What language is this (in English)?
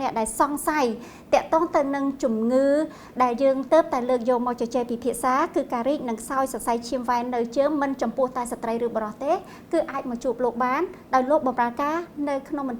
Khmer